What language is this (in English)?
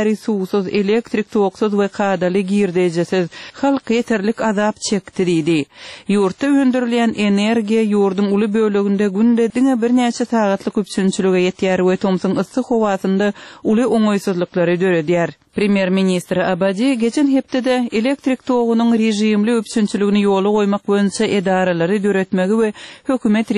Turkmen